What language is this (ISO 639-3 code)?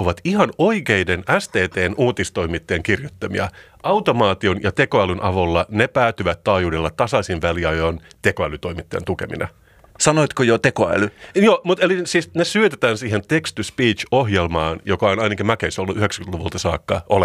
fin